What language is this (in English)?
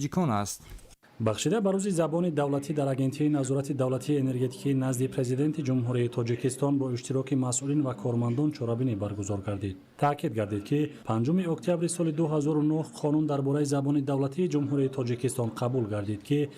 Tajik